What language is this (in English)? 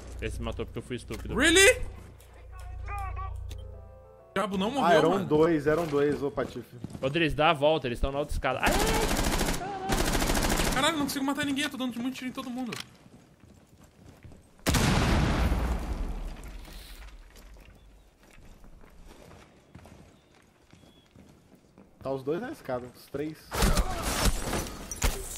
Portuguese